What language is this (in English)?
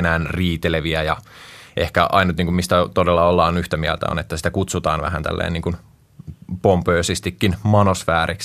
Finnish